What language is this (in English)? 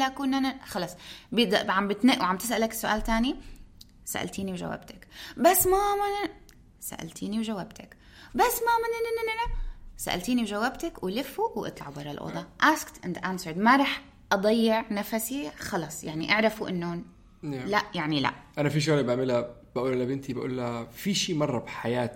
North Levantine Arabic